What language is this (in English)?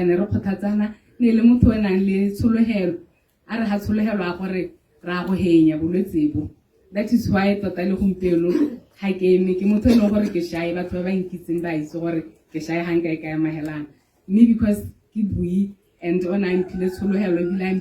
Tswana